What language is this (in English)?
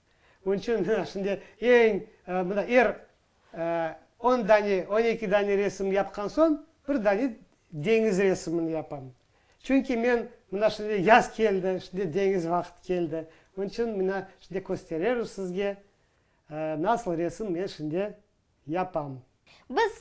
Crimean Tatar